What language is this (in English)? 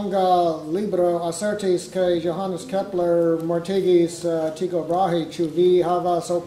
Esperanto